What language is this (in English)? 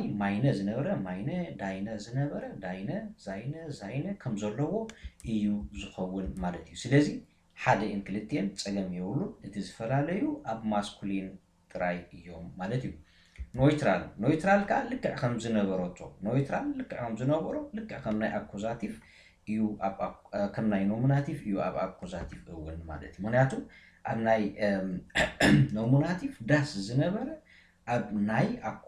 Tigrinya